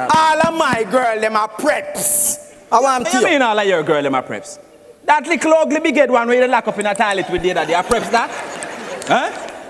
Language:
Jamaican Creole English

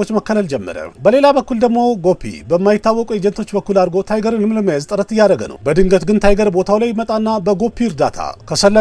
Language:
Amharic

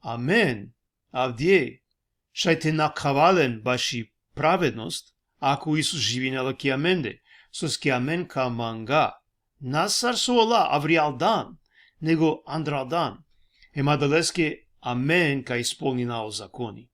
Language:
Balkan Romani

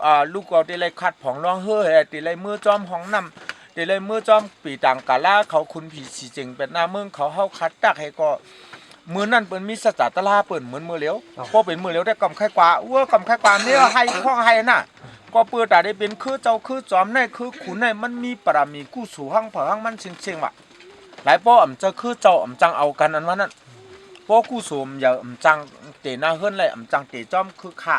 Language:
Shan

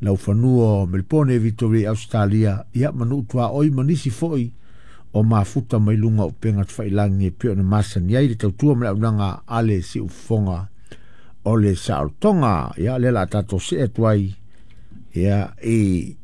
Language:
Samoan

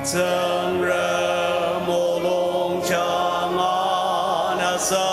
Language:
Ao Naga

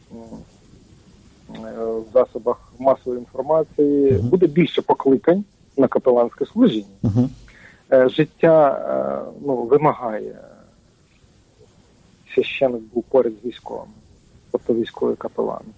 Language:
Ukrainian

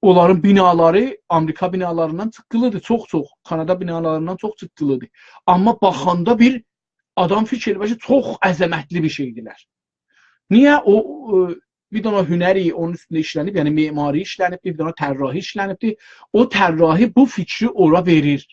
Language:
South Azerbaijani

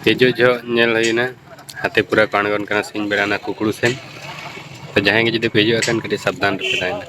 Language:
Santali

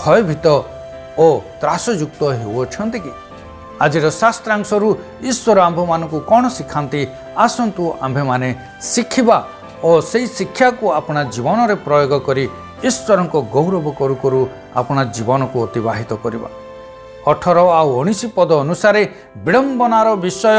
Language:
Odia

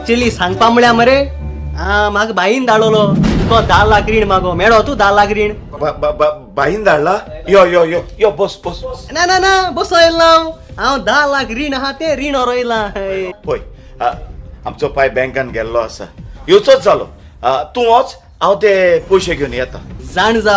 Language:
Konkani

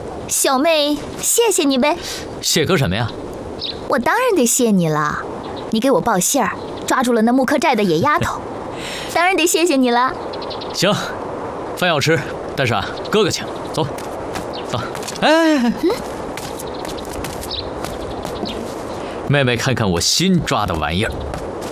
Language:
Chinese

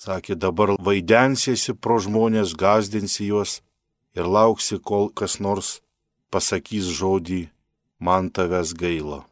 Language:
Lithuanian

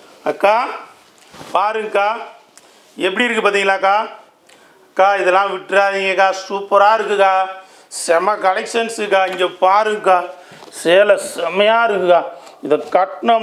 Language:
Tamil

